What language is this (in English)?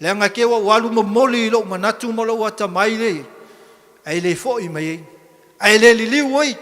Samoan